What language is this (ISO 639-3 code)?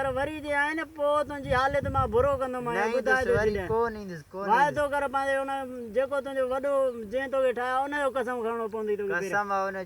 snd